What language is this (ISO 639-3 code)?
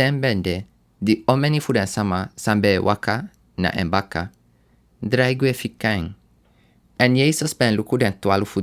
srn